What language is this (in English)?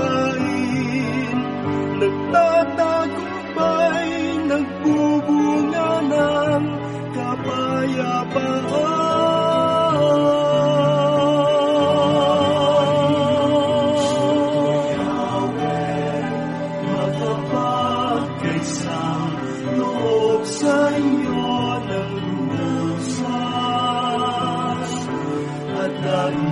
Filipino